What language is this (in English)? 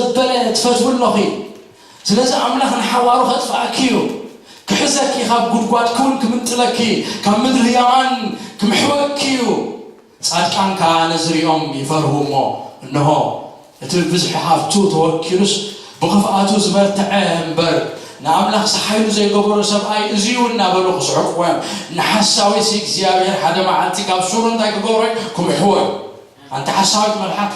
Tigrinya